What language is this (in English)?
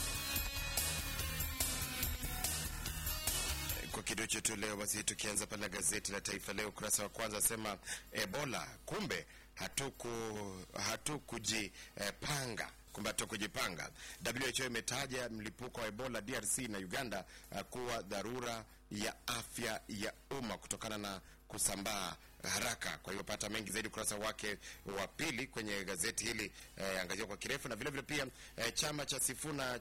Swahili